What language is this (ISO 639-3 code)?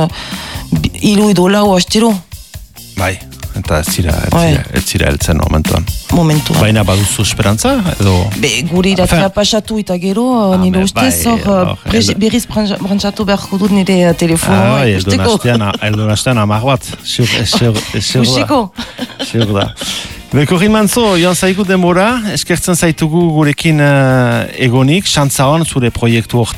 eus